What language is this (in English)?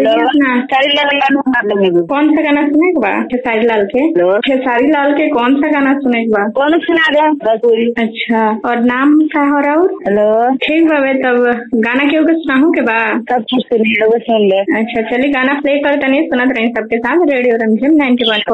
Bhojpuri